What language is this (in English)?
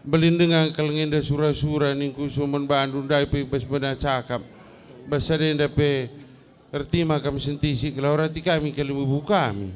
Batak Karo